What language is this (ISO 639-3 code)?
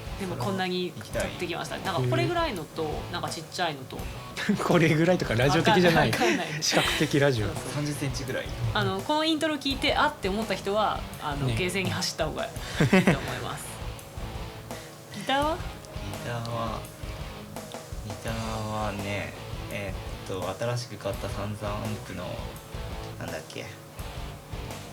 jpn